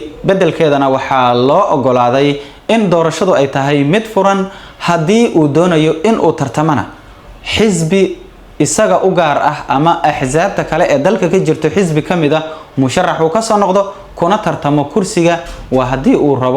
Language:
Somali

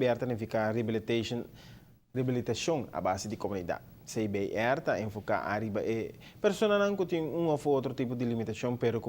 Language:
Papiamento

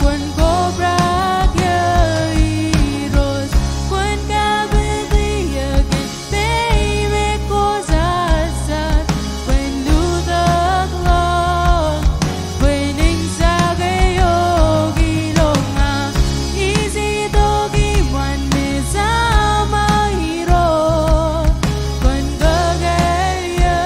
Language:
Marshallese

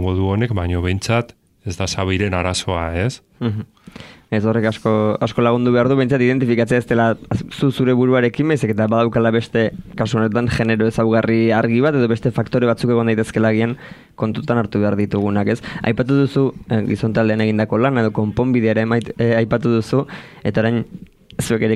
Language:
Basque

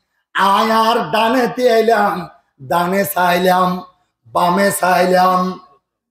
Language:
Rohingya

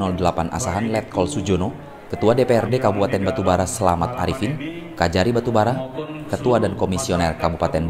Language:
Indonesian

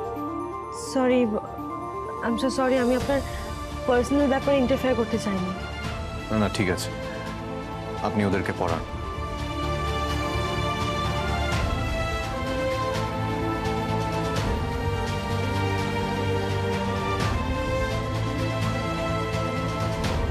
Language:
Bangla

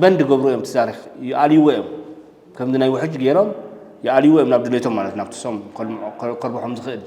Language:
Tigrinya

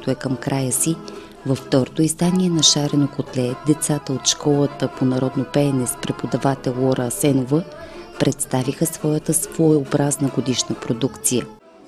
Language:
Bulgarian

